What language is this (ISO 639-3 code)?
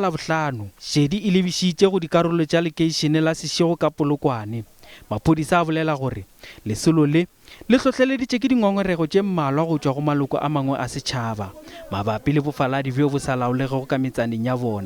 nso